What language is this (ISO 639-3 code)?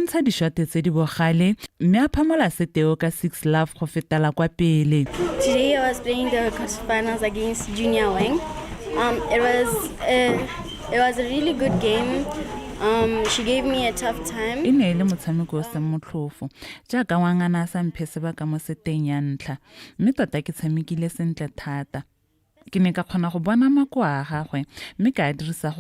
tsn